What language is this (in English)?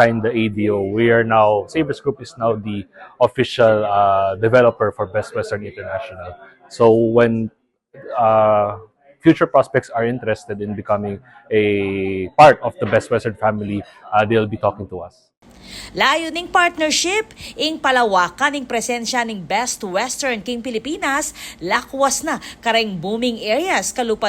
Pampanga